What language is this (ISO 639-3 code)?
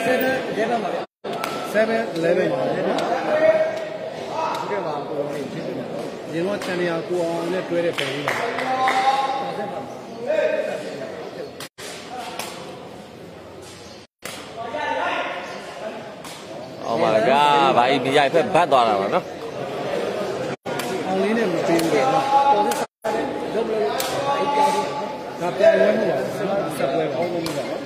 mya